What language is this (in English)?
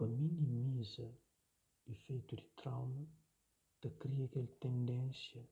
Kabuverdianu